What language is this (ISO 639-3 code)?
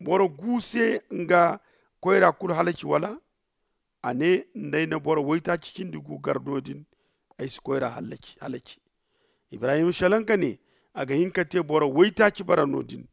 dje